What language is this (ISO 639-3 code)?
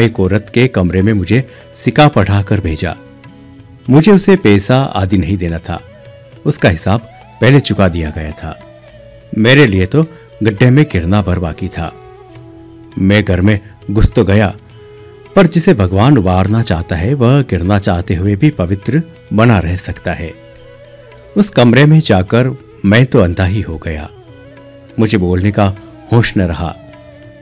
hin